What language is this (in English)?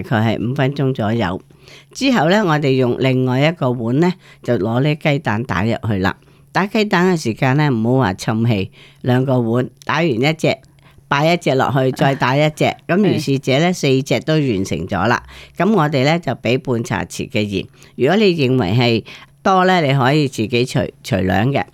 Cantonese